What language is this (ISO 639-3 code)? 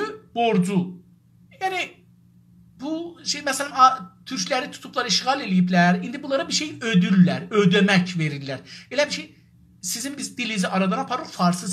azb